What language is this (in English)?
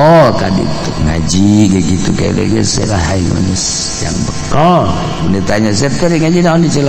Sundanese